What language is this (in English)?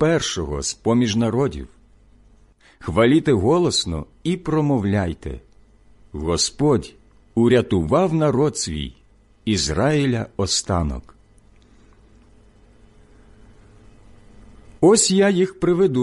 Ukrainian